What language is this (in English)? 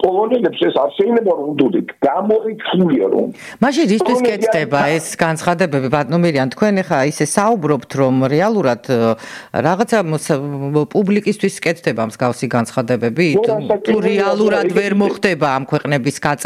Georgian